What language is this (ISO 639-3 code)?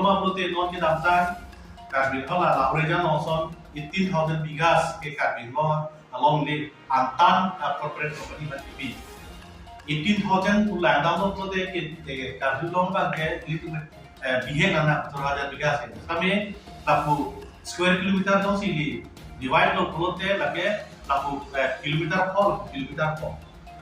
mjw